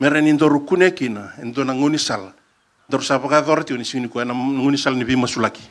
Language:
Fijian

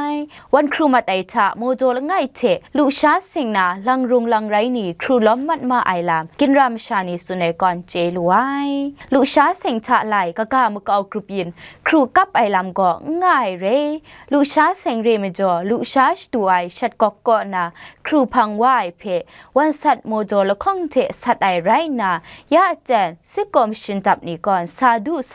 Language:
Kachin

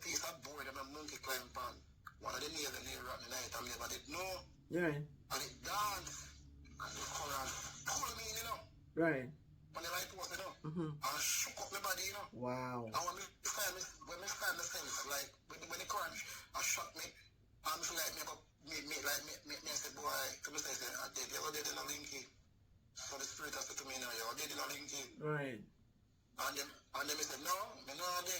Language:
Jamaican Creole English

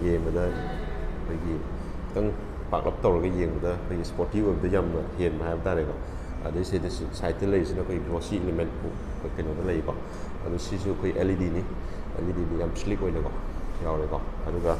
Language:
Manipuri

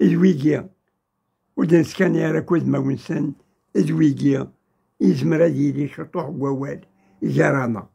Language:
Kabyle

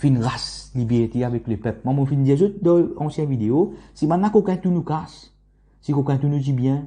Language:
Morisyen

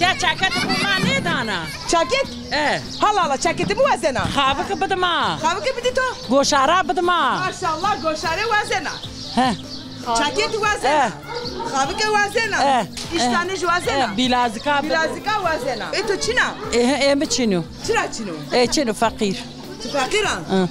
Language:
Zaza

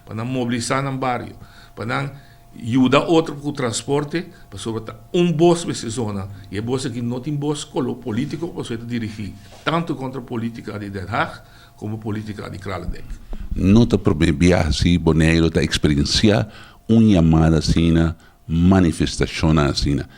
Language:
Papiamento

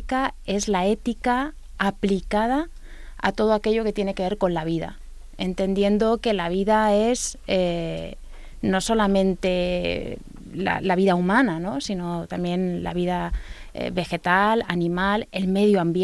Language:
Spanish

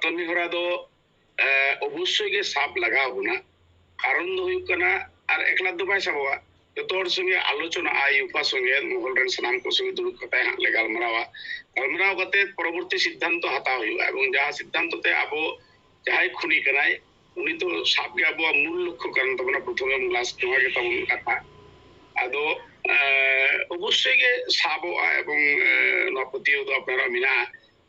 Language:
Santali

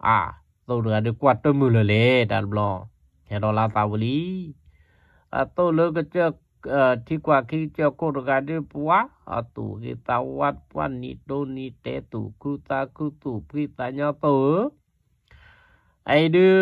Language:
S'gaw Karen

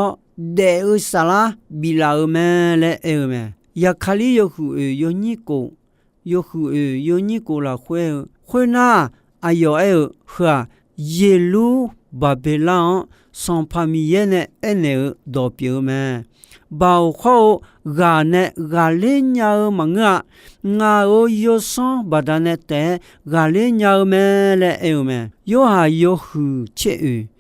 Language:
Akha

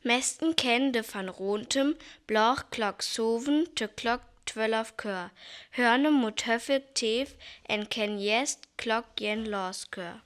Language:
Northern Frisian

